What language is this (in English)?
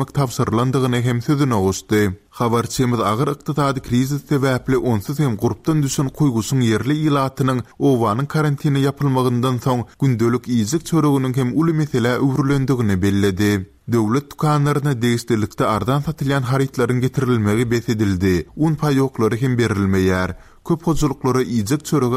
Turkmen